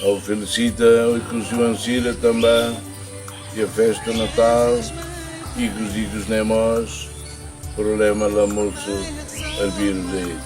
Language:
Tetum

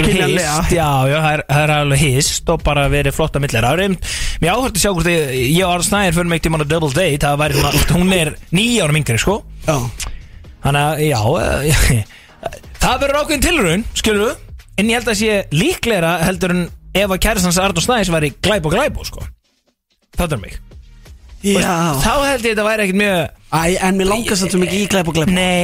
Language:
Icelandic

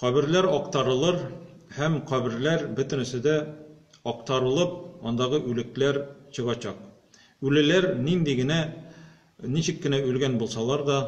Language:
Tatar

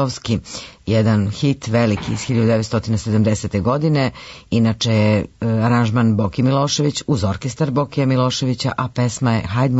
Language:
Serbian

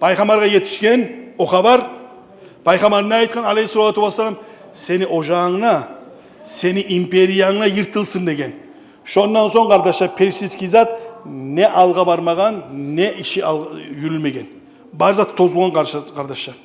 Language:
Kumyk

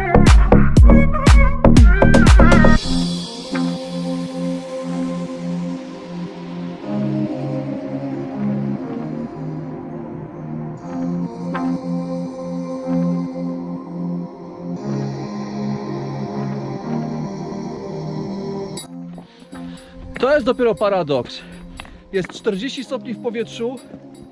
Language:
Polish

